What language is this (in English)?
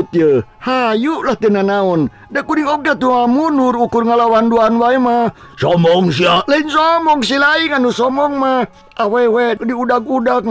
Sundanese